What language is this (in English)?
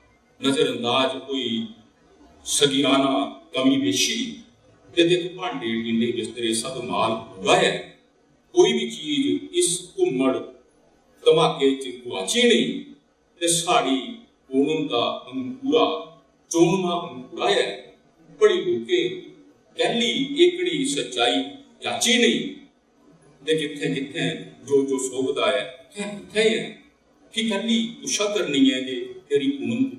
Dogri